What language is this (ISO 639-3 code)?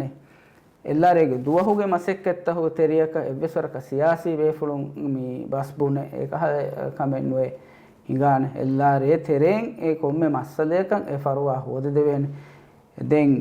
div